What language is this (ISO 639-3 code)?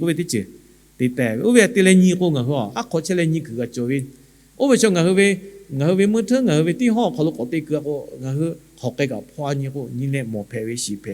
lhu